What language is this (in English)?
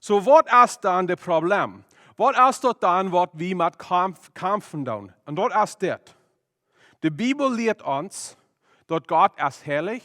Plautdietsch